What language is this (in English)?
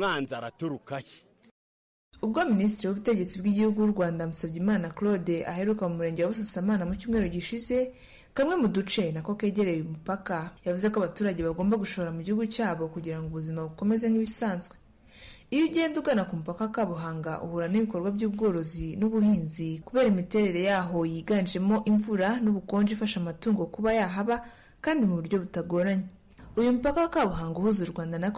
Kinyarwanda